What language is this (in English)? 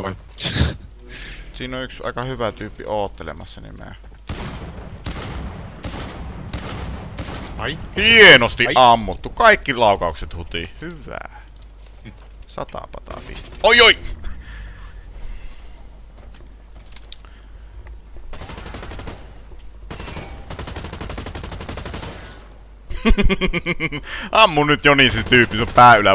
Finnish